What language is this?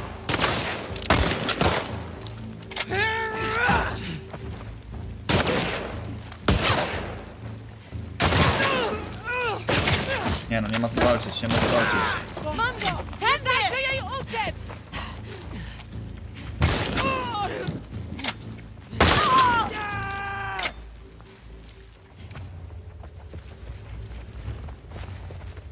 Polish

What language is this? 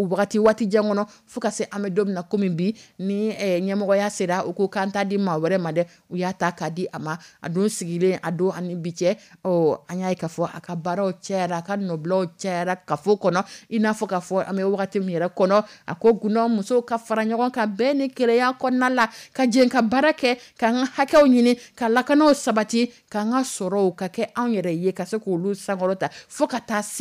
Dyula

